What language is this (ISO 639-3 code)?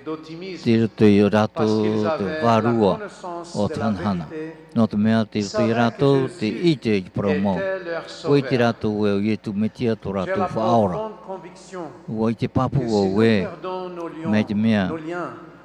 tah